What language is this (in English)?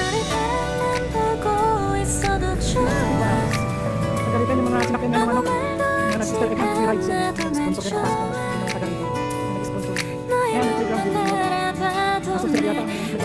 Korean